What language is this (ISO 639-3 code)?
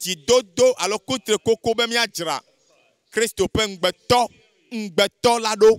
ewe